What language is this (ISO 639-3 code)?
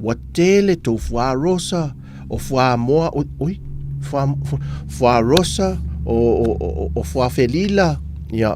smo